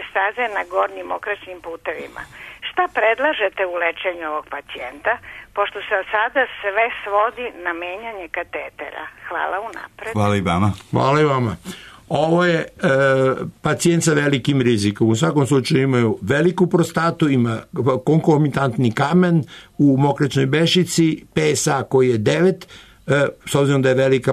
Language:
Serbian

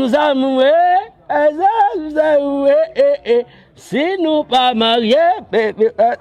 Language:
Haitian Creole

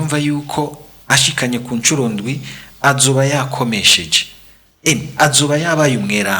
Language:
Rundi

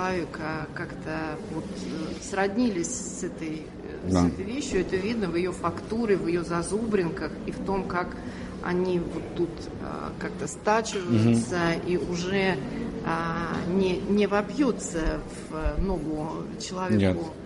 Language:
Russian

